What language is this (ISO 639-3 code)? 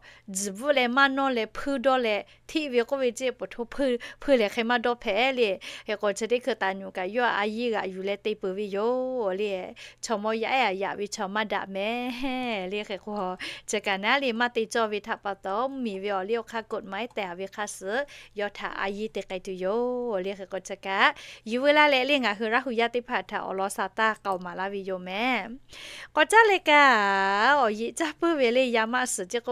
lhu